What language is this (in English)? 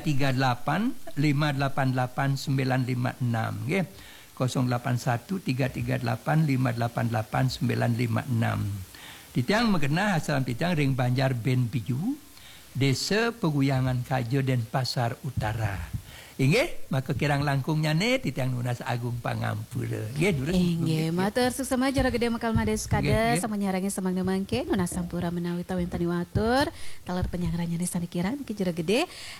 Balinese